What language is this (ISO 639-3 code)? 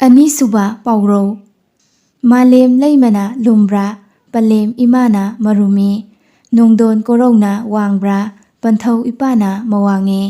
mni